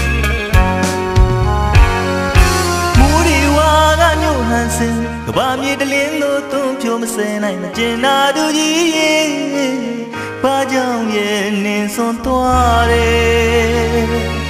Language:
Burmese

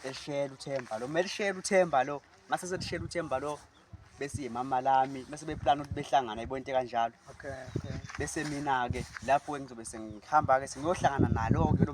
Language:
Zulu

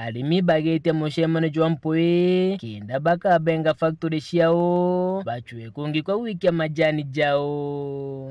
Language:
Meru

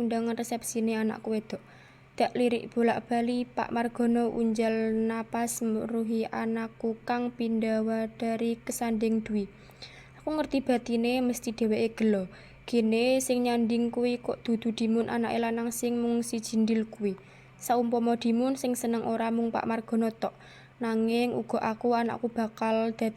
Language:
Javanese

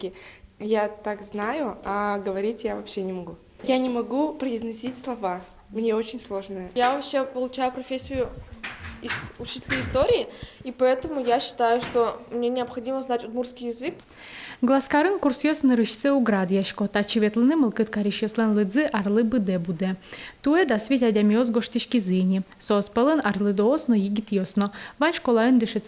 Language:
Udmurt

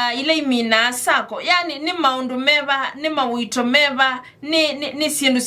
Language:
Kamba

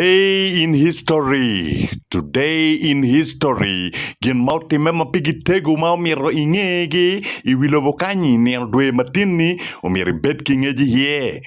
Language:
Acoli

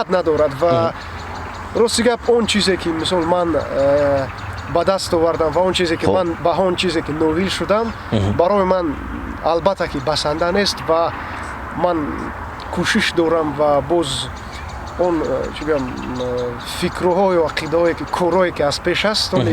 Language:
Tajik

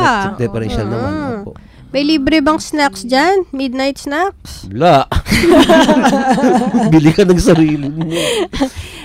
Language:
Filipino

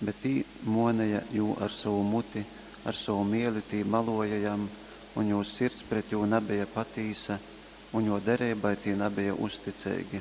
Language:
Latgalian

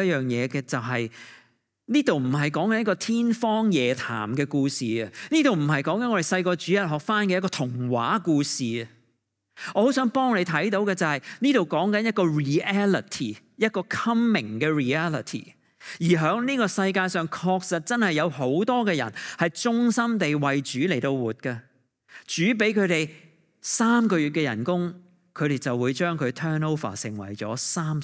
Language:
Cantonese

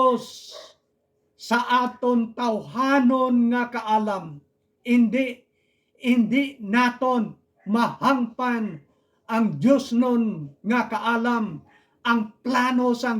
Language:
Hiligaynon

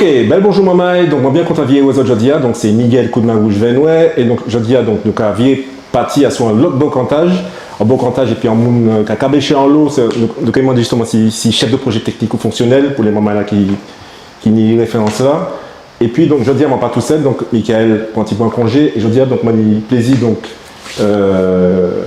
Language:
Guadeloupean Creole French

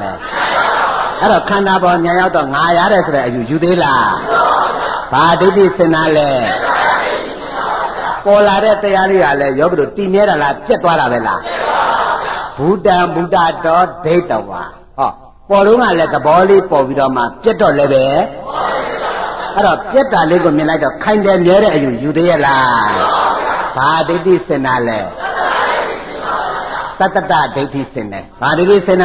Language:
Burmese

